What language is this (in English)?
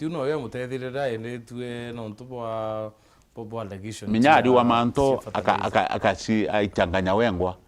Meru